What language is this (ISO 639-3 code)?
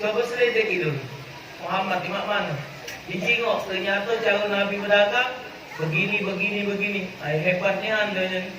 mui